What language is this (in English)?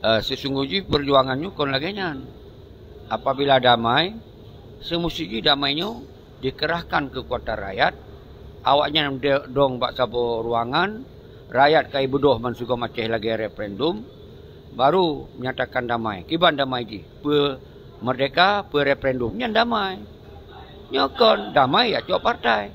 Achinese